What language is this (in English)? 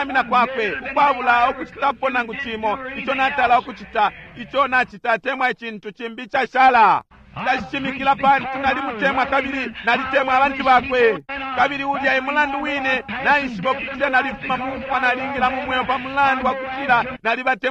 Bemba